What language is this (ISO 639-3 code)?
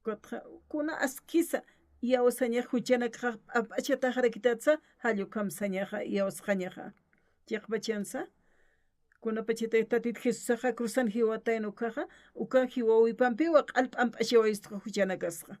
aym